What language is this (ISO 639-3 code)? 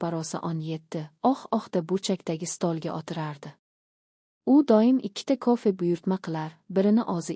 uzb